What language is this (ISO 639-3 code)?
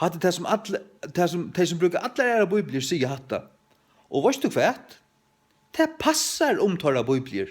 fao